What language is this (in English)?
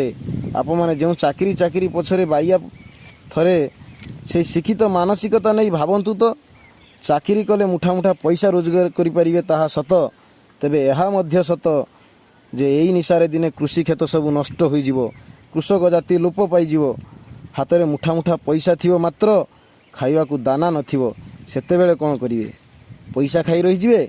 Odia